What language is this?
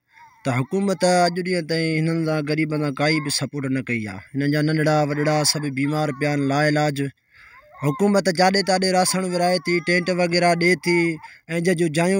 Sindhi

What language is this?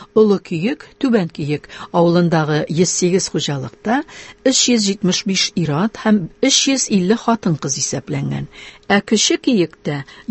Tatar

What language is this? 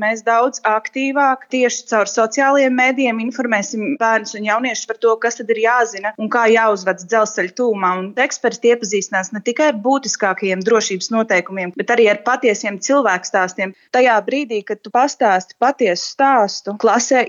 Latvian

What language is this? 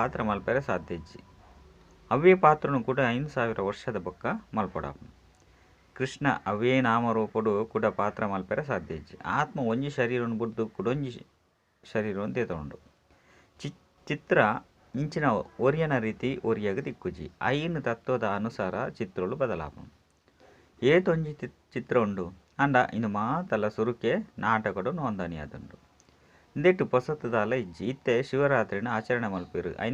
Tulu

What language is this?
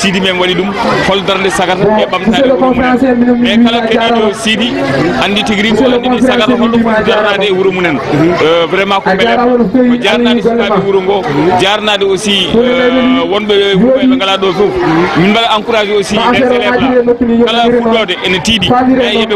Fula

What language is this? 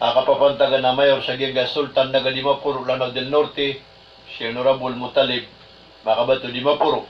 Maranao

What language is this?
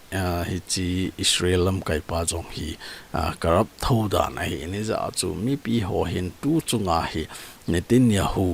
Thado Chin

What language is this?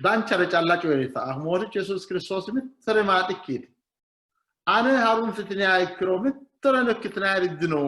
Sidamo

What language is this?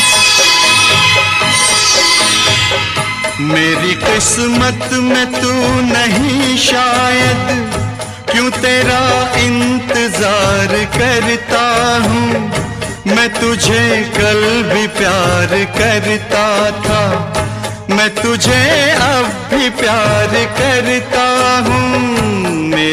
Hindi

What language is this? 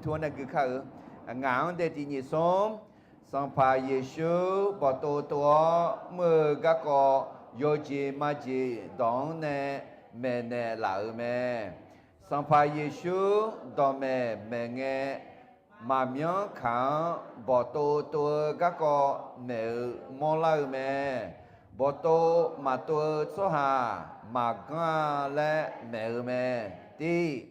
Akha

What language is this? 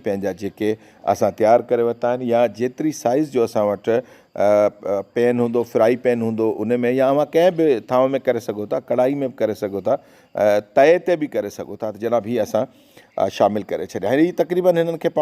Sindhi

